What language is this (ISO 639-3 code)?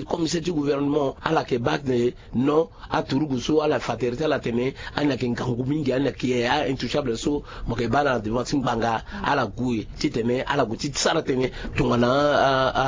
sag